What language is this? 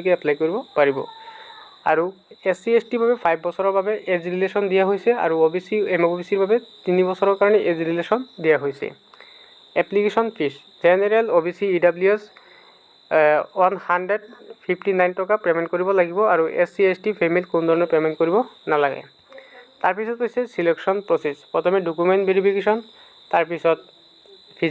Assamese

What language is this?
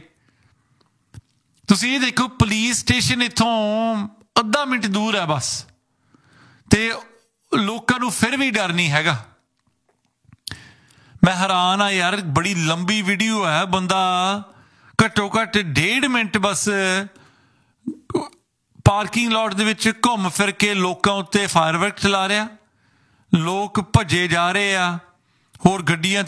Punjabi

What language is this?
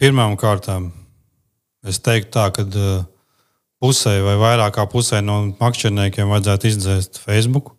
Latvian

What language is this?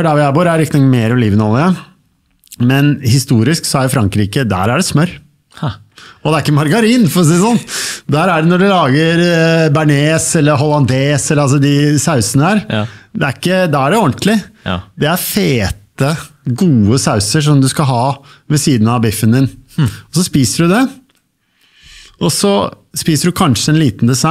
Norwegian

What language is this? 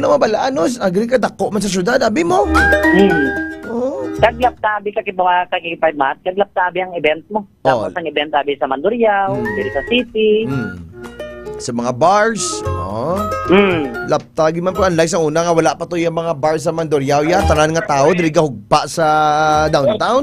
Hiligaynon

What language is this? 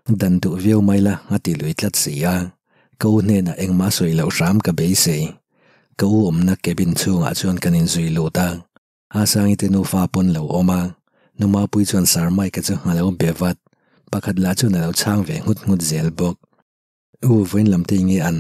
Mizo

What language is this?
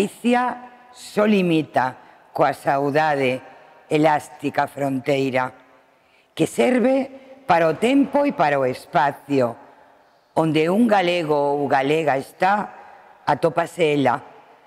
Galician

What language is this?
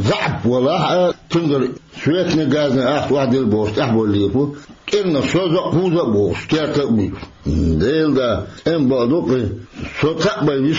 Chechen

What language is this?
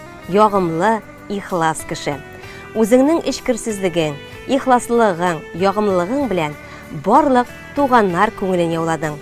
Tatar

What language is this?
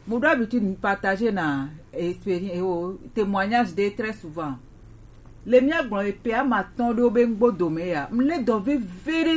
Gen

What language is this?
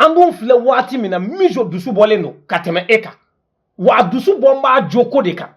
Bambara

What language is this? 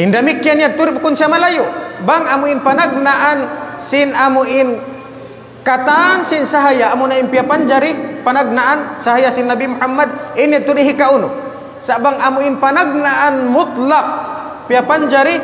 Tausug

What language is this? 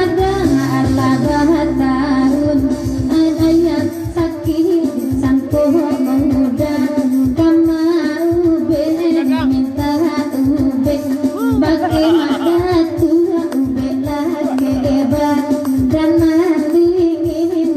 Minangkabau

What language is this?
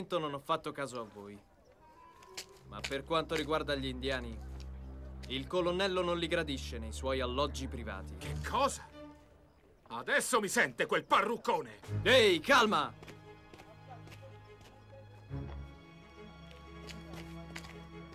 Italian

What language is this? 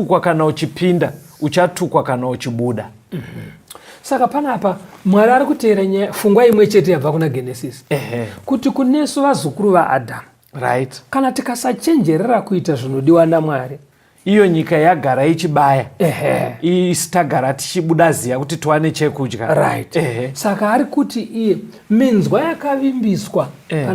Shona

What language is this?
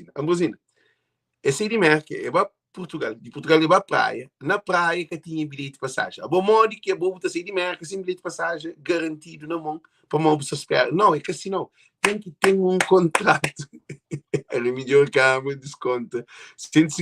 Kabuverdianu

